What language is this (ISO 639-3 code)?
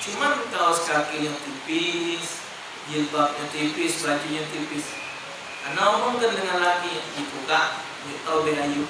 mui